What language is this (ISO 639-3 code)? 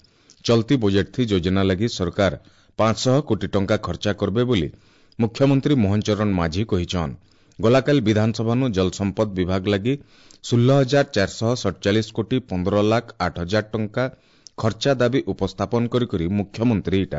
ori